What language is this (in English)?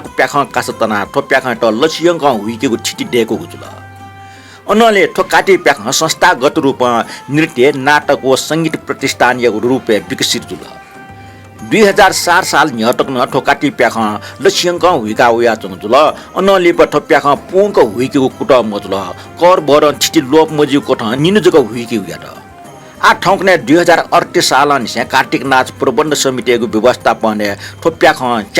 Newari